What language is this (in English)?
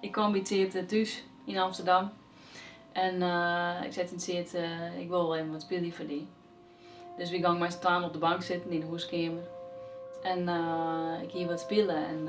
Western Frisian